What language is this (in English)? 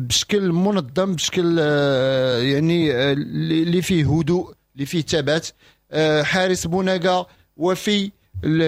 Moroccan Arabic